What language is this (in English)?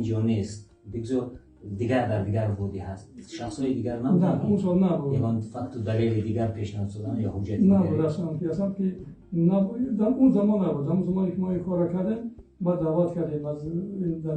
Tajik